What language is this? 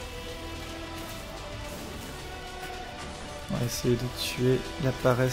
French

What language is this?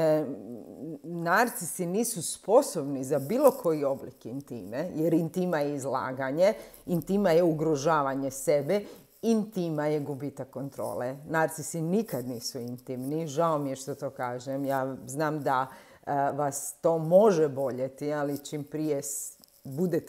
Croatian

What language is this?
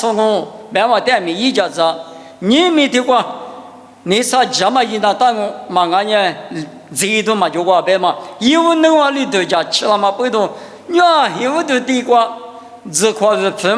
Lisu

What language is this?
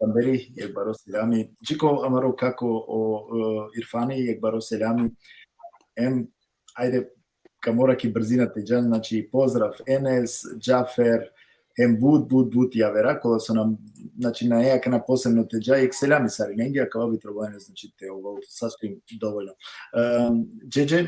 Balkan Romani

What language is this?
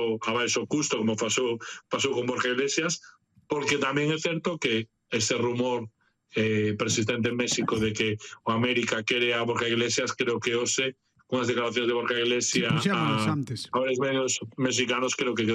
Galician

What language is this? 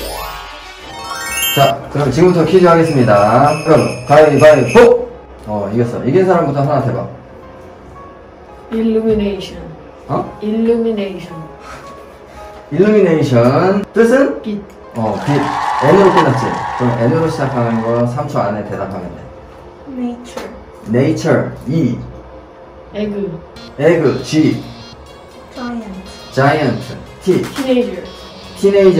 Korean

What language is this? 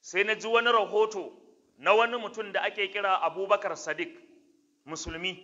Hausa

